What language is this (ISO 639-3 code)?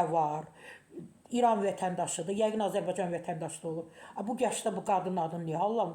aze